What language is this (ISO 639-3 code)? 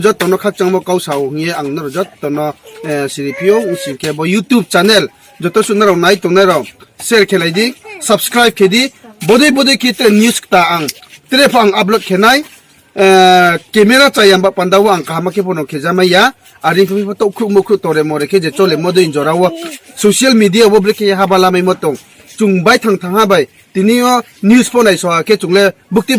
ria